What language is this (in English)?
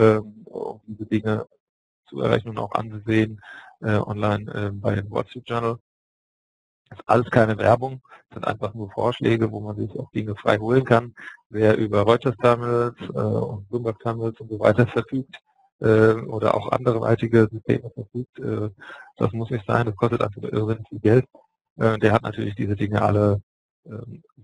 German